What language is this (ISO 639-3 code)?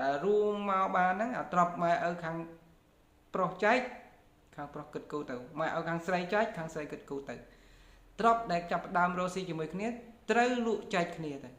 khm